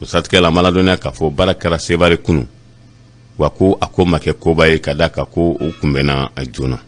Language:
Bambara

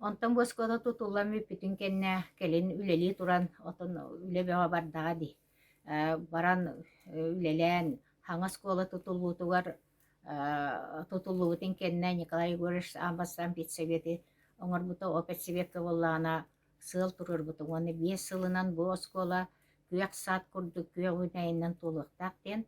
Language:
Yakut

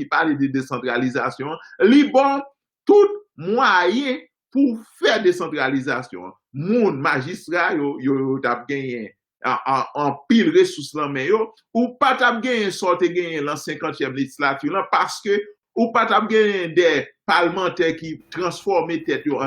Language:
Haitian Creole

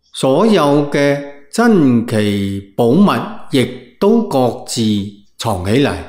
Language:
Cantonese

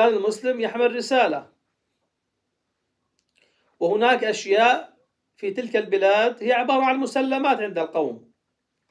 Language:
Arabic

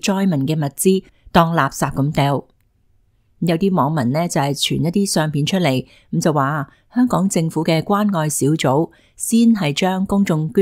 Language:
Cantonese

